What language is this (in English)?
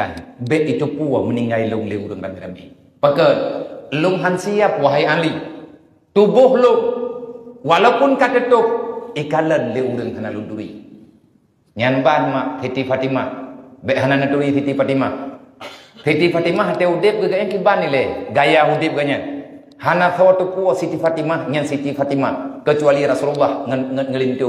Achinese